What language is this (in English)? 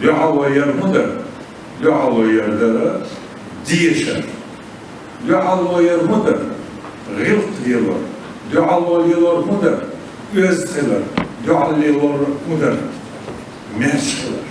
Chechen